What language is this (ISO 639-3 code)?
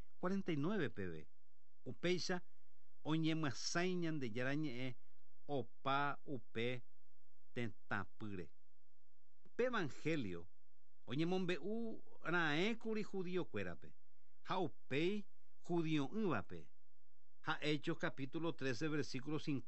grn